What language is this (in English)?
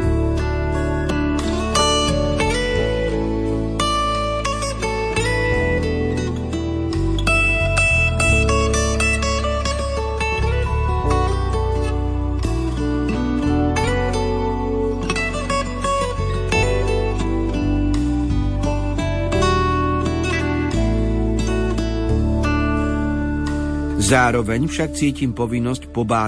Slovak